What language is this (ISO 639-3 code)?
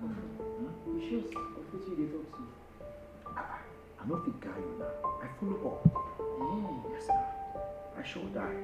pcm